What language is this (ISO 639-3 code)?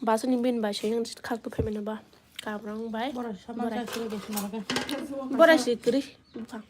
trp